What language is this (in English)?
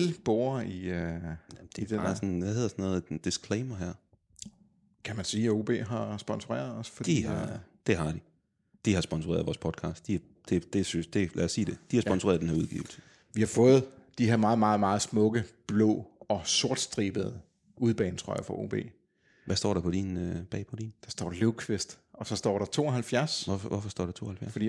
Danish